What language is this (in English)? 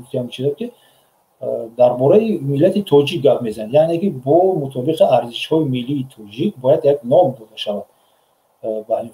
Tajik